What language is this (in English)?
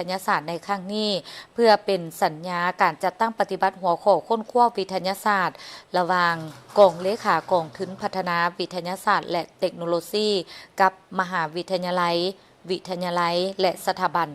Lao